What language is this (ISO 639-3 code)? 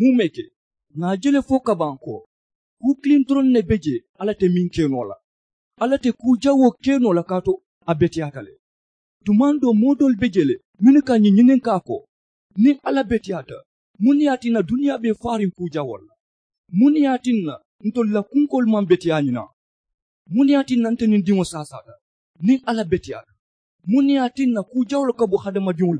man